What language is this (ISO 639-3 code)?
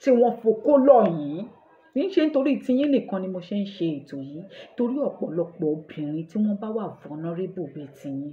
yor